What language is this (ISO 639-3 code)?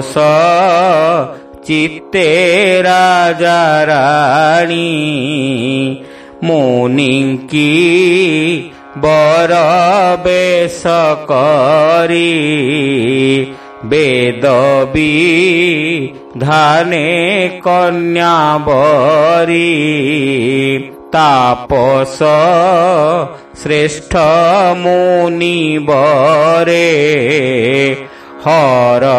ori